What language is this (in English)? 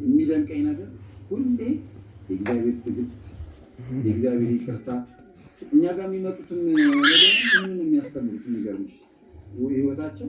Amharic